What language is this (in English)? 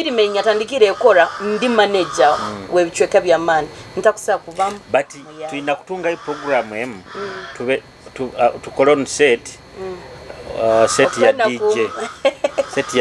Nyoro